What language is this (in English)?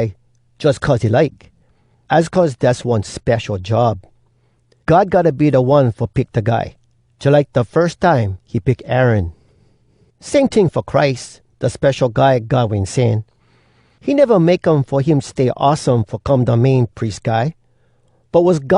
Hawai'i Creole English